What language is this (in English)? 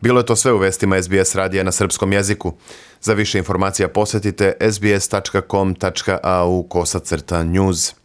Serbian